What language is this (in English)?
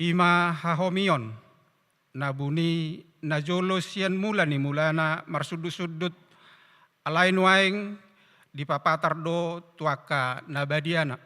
Batak Toba